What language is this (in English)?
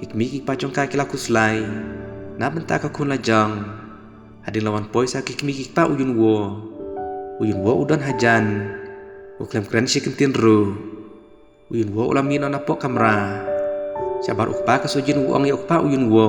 Khasi